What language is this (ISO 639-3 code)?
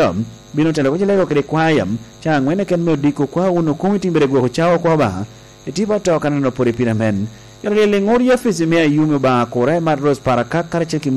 laj